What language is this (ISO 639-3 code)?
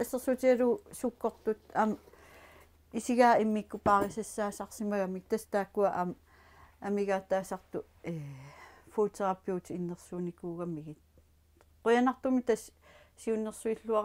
kal